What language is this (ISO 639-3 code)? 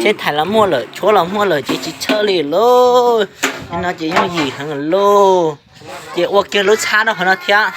hmn